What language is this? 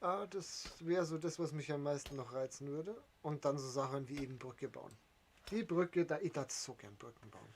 Bavarian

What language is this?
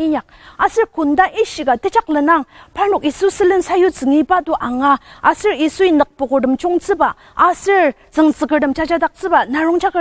Ao Naga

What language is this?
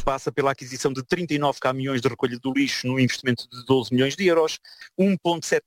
Portuguese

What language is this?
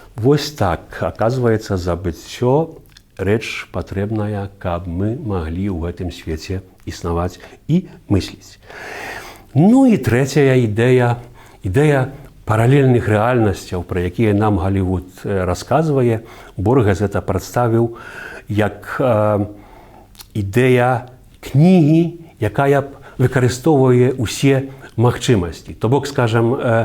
Belarusian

